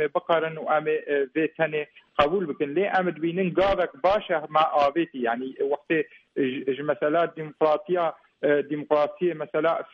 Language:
Kurdish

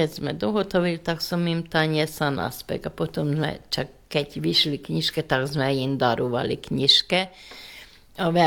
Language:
Slovak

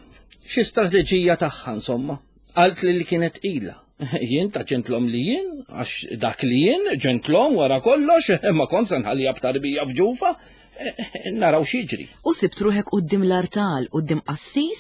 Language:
Maltese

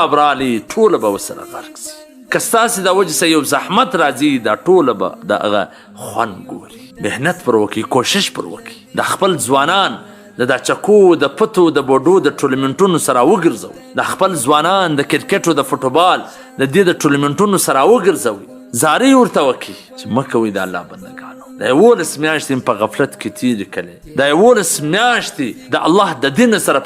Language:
Pashto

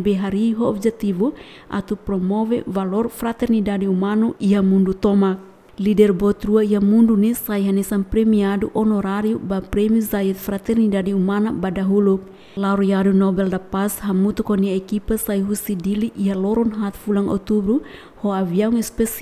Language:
Tetum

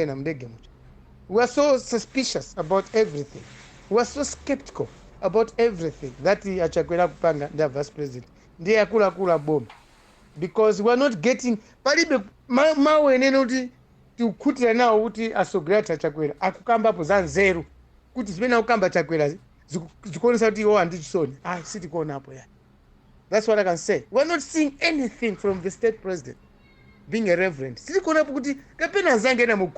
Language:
Nyanja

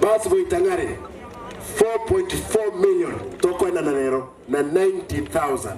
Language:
Gusii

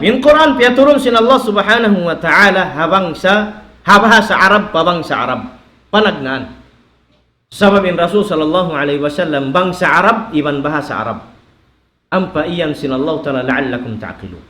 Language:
Tausug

